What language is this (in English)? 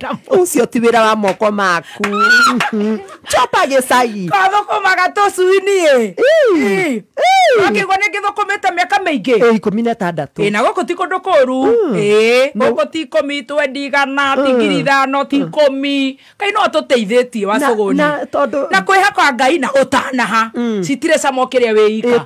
Kikuyu